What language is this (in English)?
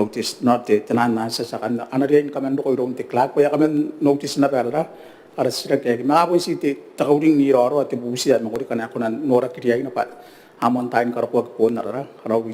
Gilbertese